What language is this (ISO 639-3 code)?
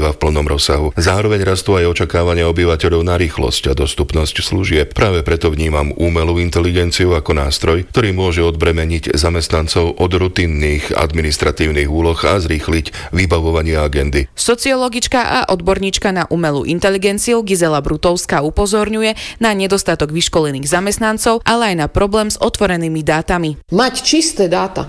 slk